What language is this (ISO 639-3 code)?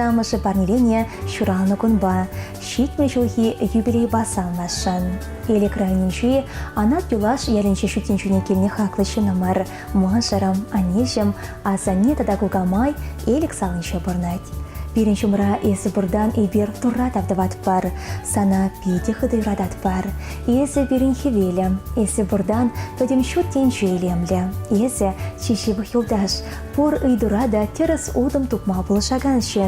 chv